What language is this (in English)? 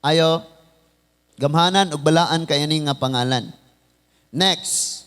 Cebuano